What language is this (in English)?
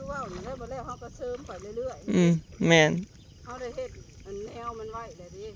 Northeastern Thai